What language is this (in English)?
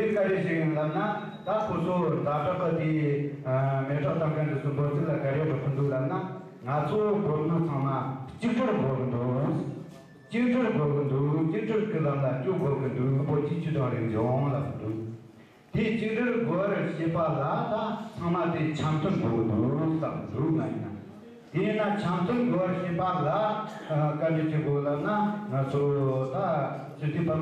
Tibetan